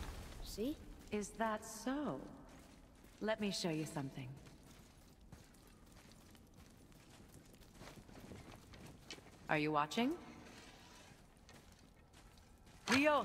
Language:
English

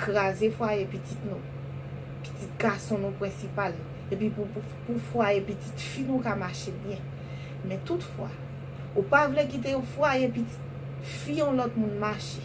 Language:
Haitian Creole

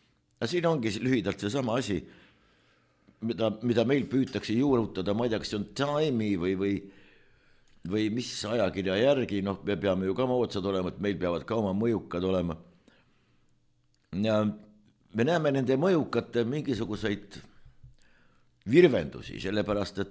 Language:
Estonian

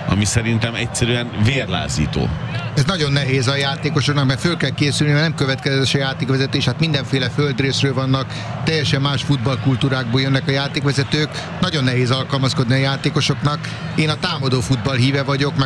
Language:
Hungarian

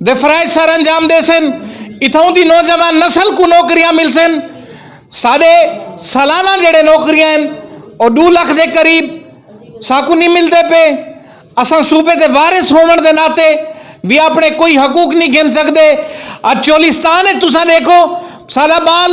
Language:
Saraiki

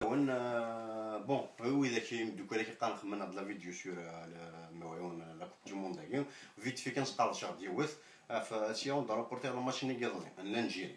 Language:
Kabyle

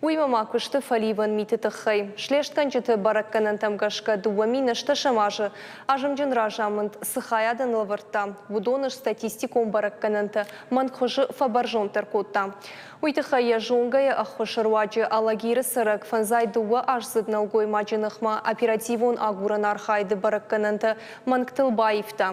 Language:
Ossetic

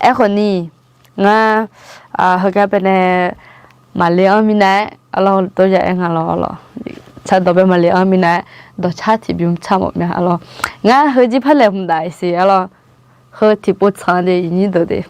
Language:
Akha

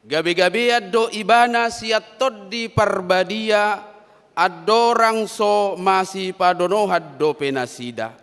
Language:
Batak Toba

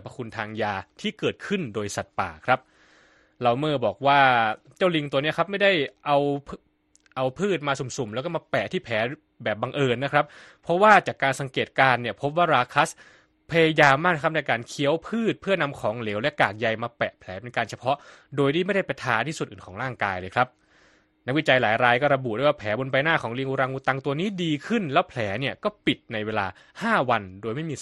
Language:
Thai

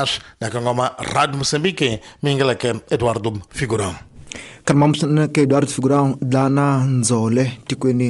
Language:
Tsonga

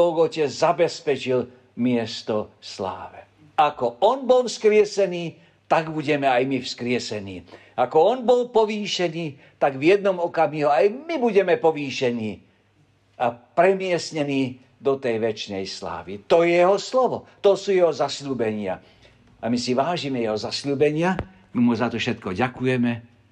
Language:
Slovak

